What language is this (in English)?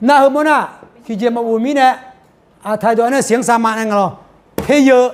Akha